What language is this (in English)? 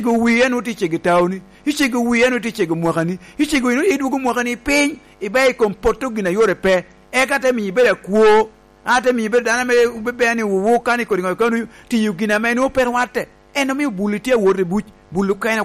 Lango (Uganda)